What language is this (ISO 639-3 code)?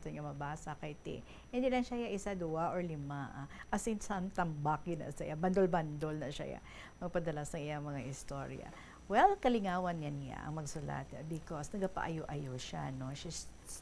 hil